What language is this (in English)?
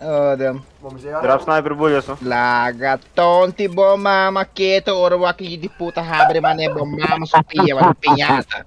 Papiamento